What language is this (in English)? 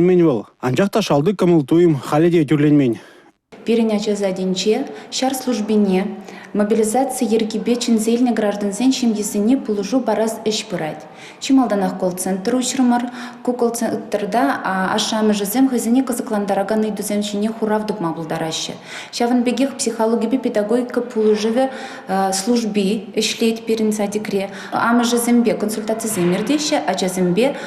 Chuvash